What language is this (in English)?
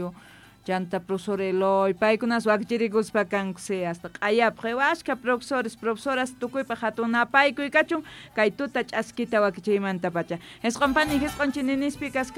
South Bolivian Quechua